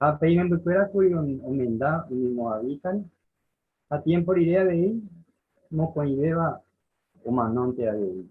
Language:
Guarani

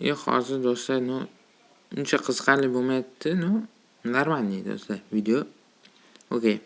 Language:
Uzbek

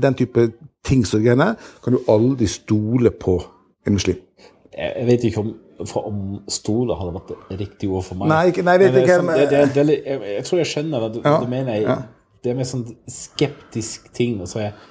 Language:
Norwegian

